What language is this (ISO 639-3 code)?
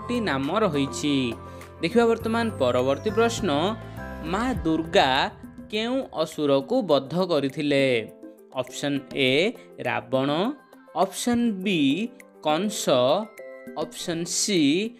ori